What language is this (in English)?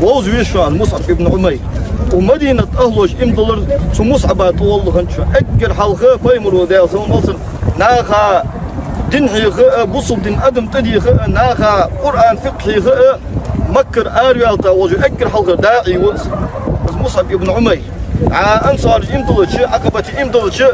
Ingush